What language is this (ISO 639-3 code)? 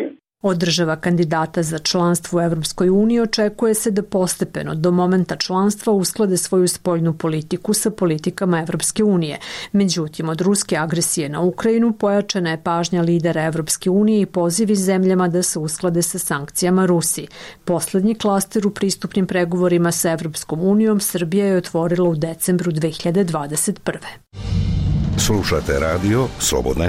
srp